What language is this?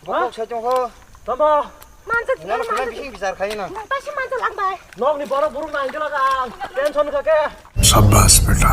Kok Borok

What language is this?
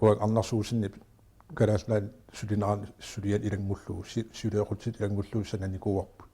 Kalaallisut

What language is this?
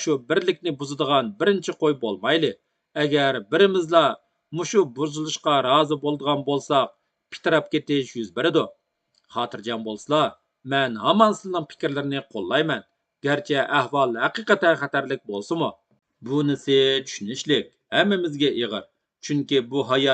Uyghur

